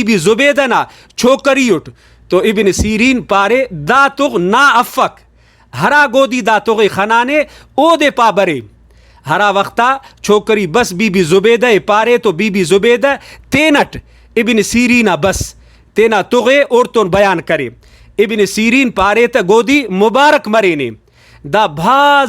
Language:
Brahui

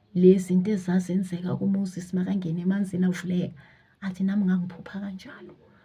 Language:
Zulu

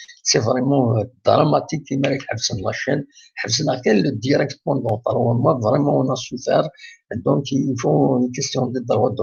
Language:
Kabyle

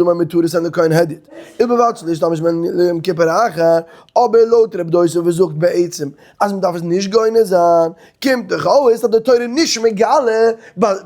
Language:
Yiddish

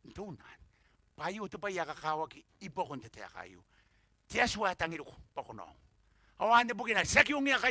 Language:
Gilbertese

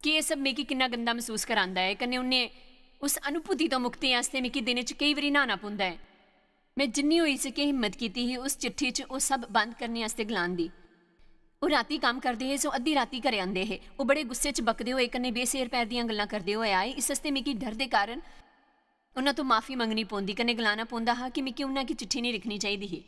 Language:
Dogri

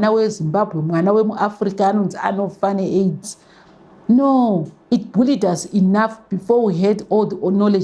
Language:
Shona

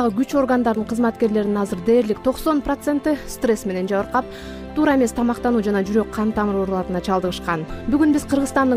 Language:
Kyrgyz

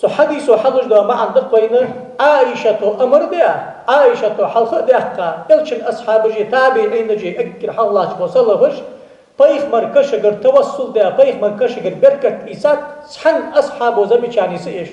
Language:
Ingush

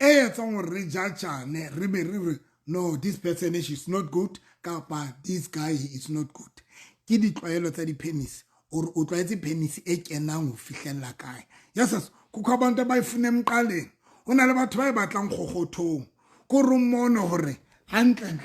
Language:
Southern Sotho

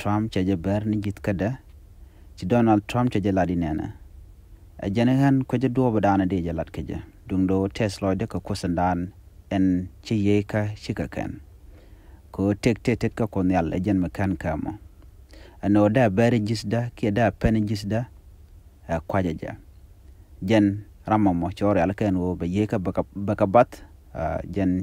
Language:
Nuer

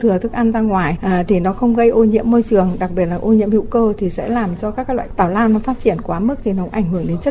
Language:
Vietnamese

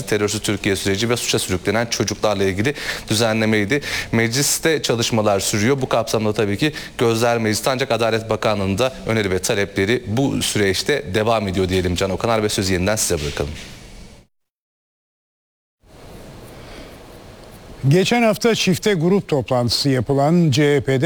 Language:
Turkish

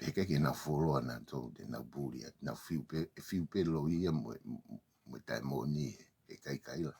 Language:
Tongan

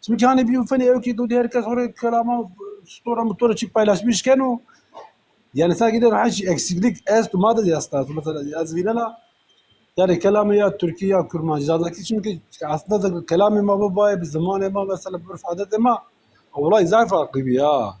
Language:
Zaza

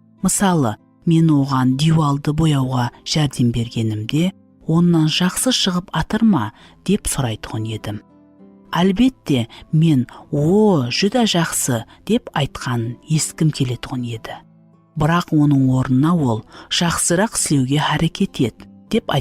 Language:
Kara-Kalpak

